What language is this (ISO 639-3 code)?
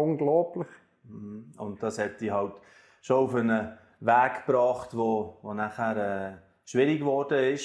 gsw